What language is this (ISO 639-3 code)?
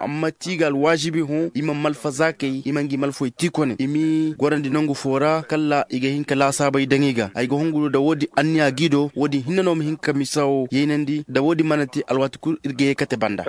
dje